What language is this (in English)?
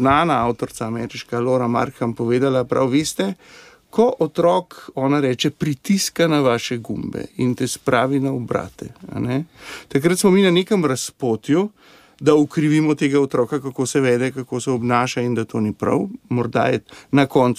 Slovenian